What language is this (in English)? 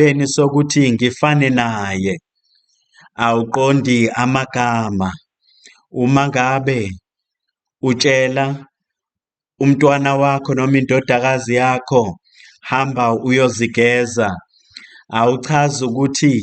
Zulu